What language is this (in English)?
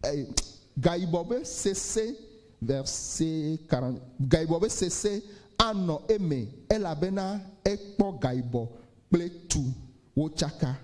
Ewe